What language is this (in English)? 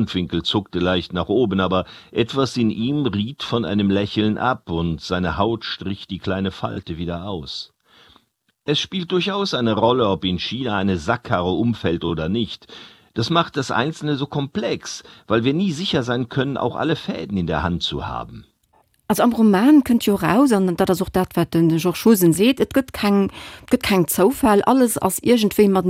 Luxembourgish